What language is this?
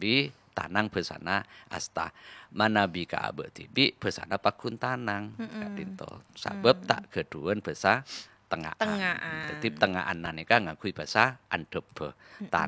Madurese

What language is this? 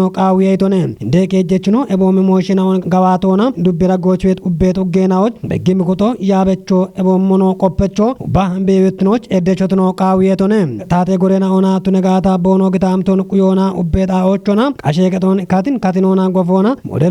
Kafa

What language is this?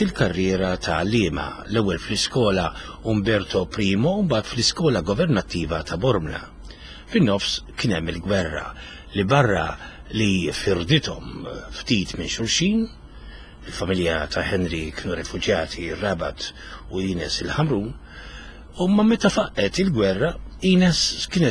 Maltese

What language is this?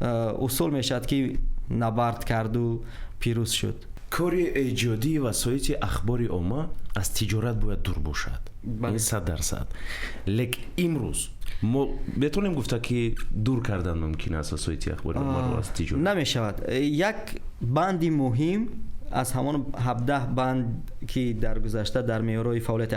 Tajik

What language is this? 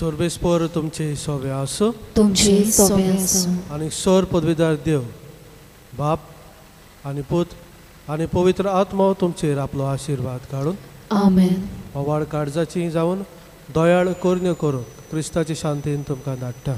Konkani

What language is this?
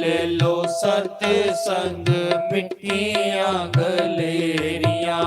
Dogri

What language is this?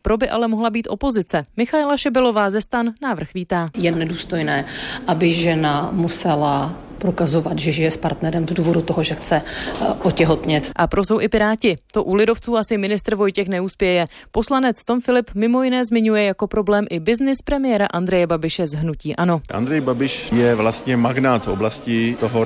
Czech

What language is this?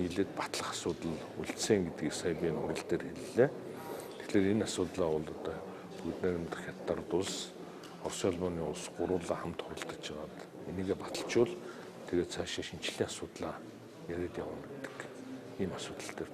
Mongolian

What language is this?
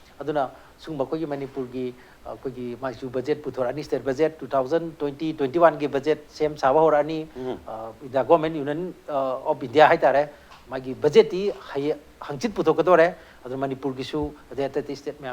Manipuri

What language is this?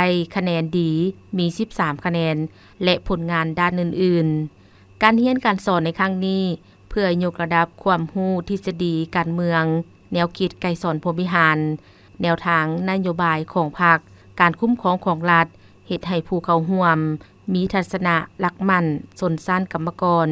Lao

